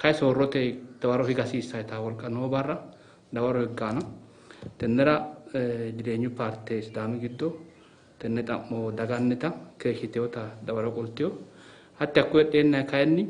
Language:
Sidamo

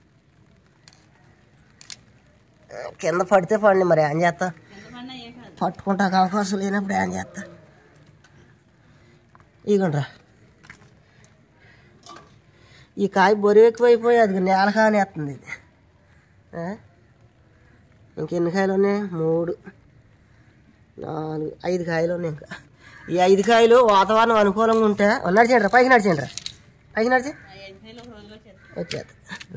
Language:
Telugu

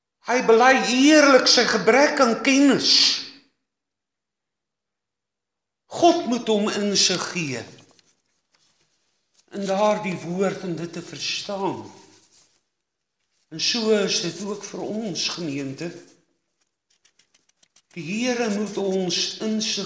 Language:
Afrikaans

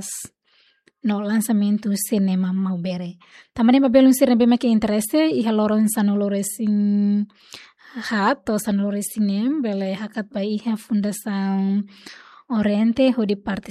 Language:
Tetum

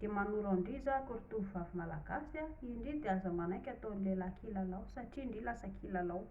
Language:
Malagasy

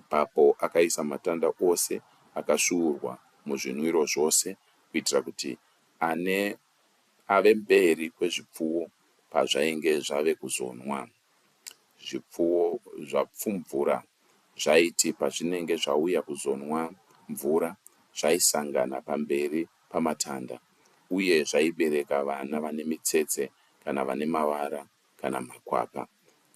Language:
Shona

